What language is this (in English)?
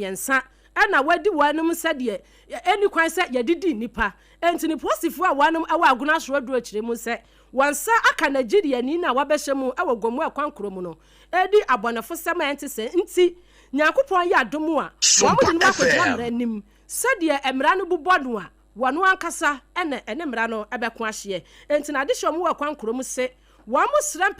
Akan